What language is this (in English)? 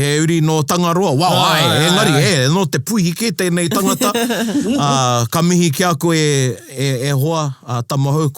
Māori